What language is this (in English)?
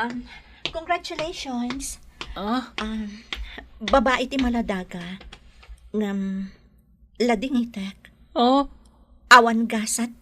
Iloko